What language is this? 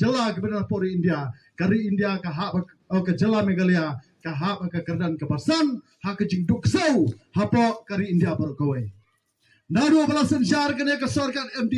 Khasi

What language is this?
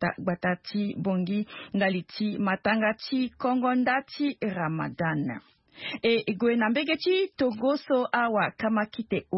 Sango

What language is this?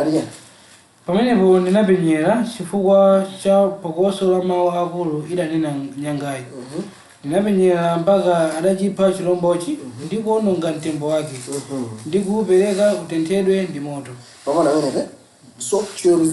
Nyanja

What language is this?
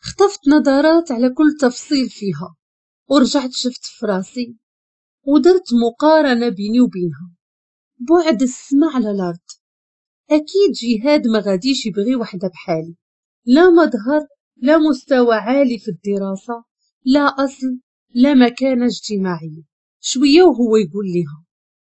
Moroccan Arabic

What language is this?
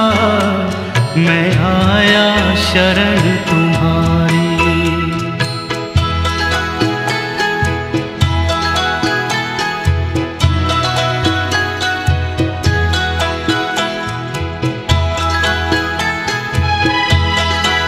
Hindi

